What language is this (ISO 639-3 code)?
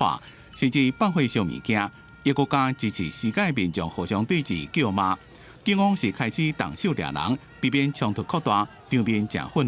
nan